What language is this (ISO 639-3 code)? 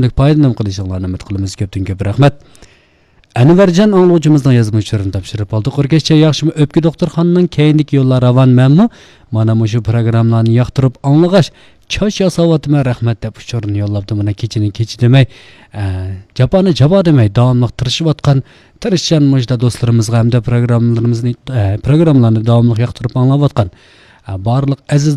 uig